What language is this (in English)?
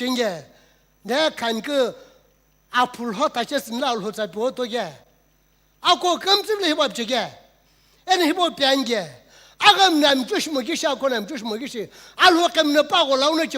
Sumi Naga